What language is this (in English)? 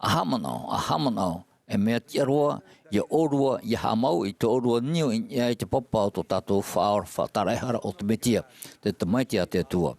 Tahitian